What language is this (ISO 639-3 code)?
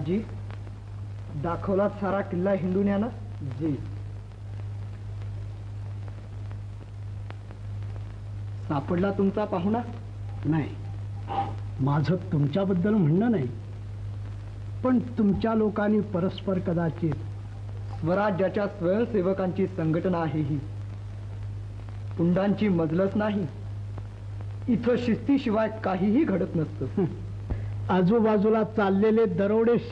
mar